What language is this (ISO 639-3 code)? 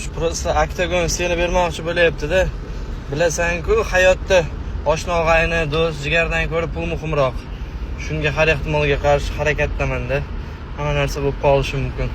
uzb